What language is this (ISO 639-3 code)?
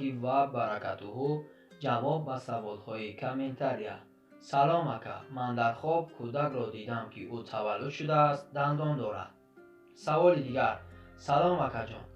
tgk